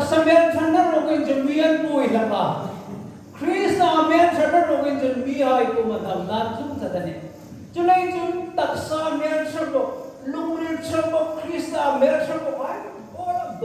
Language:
Hmar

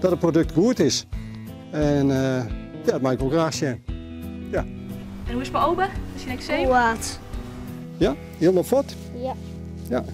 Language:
Western Frisian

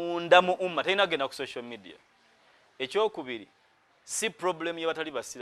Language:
Ganda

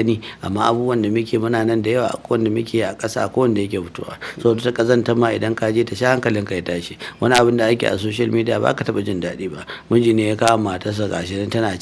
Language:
Hausa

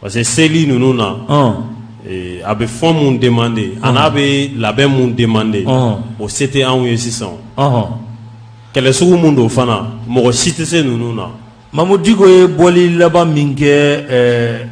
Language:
Bambara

